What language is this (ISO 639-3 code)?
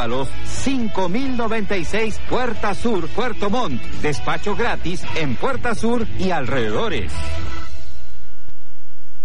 spa